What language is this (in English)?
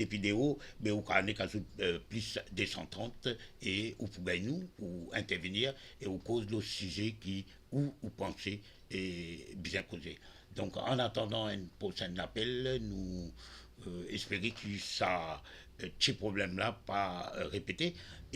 Morisyen